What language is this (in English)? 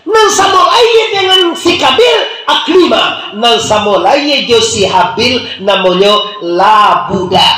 Minangkabau